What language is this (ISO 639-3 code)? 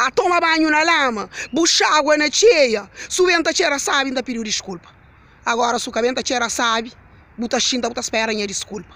kea